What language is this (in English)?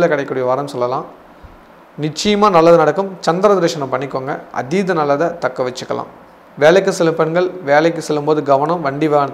Tamil